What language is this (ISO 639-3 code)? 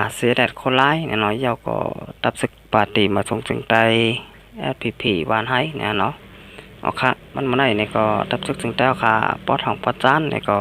shn